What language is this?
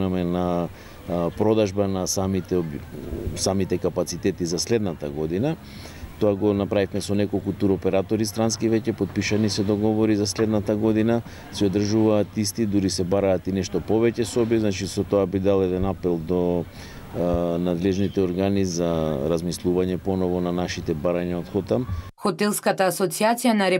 Macedonian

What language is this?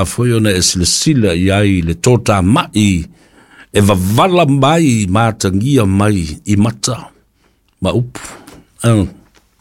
Samoan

